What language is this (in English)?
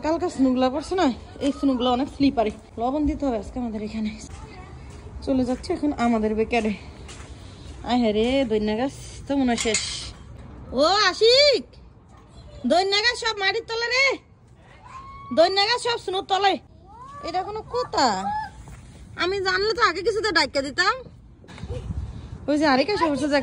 Bangla